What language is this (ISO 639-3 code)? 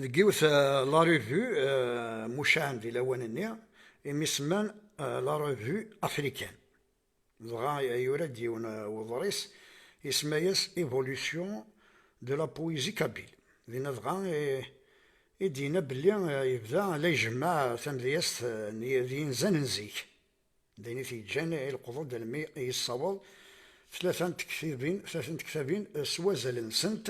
kab